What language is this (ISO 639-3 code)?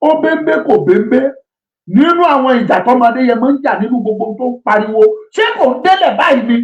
yor